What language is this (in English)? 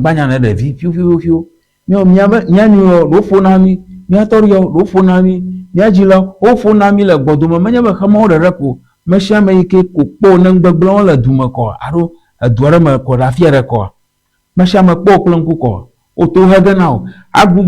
Ewe